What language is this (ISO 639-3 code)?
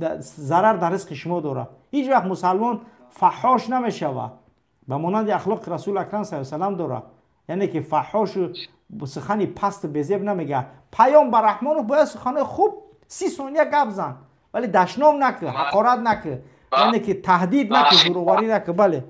tgk